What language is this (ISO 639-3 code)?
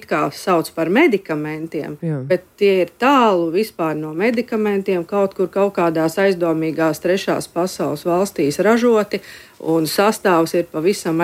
lav